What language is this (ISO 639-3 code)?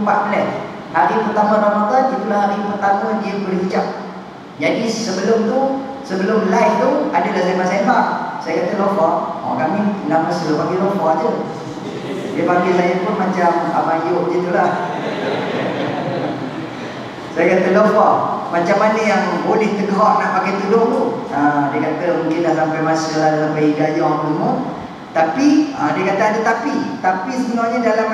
msa